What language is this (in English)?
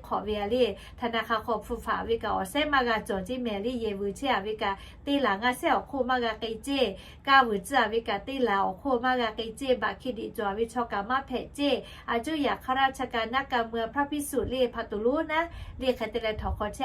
Lahu